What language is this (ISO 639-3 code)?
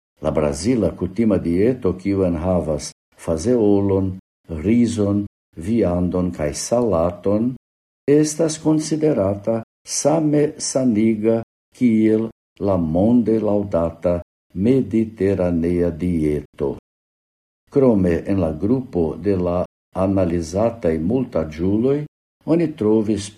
epo